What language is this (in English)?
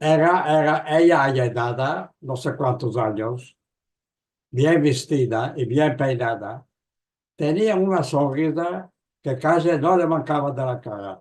Ladino